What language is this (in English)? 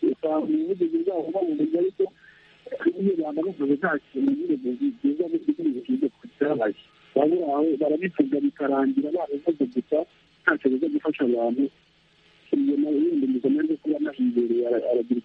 Kinyarwanda